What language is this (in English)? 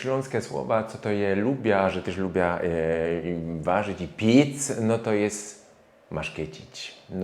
Silesian